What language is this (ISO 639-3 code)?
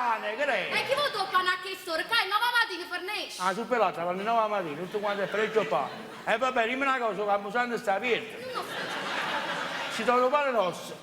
nap